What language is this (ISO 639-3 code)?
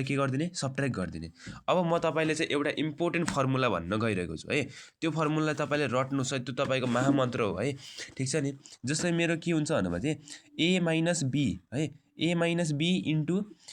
nep